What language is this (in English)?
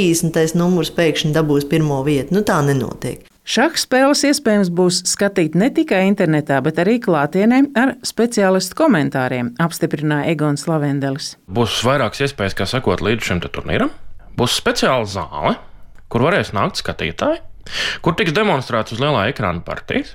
Latvian